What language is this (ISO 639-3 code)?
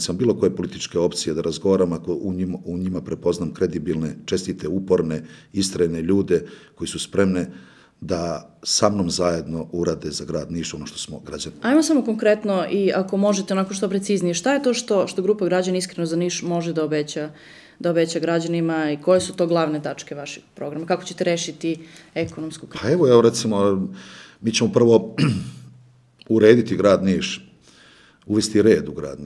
srp